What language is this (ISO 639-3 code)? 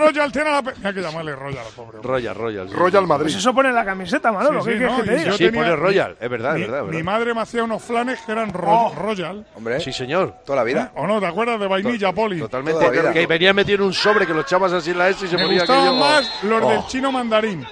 spa